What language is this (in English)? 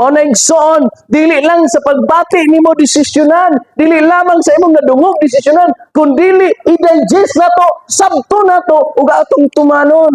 Cebuano